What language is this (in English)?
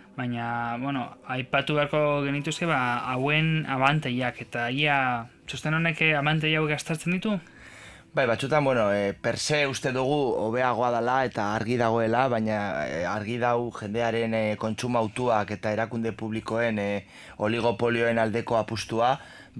Basque